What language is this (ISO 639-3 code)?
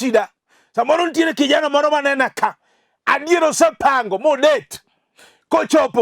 luo